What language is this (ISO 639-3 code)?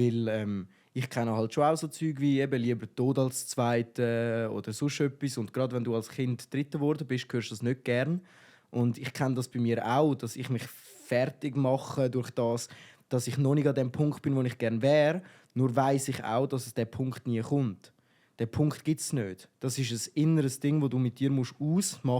gsw